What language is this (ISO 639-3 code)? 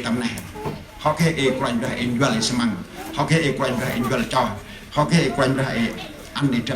cmo